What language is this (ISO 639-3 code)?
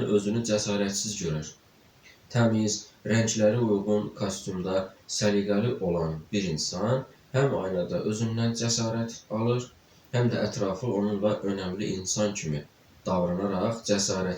aze